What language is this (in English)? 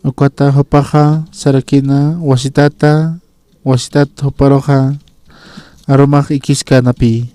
Aymara